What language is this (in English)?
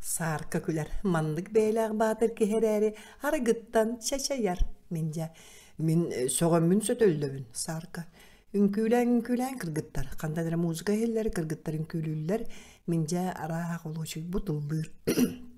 Yakut